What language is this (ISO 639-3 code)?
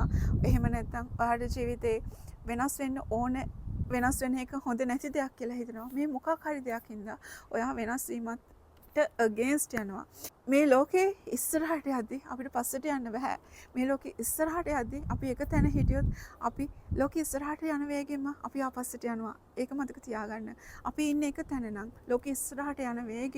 sin